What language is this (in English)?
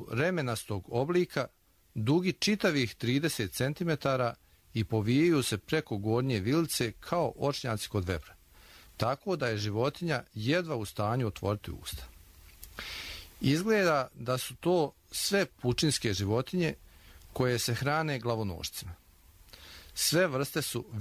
Croatian